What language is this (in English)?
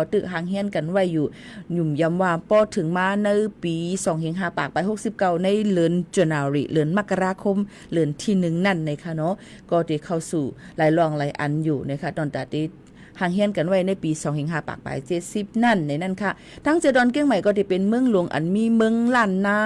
Shan